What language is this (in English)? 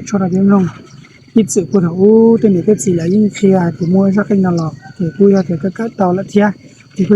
Hmong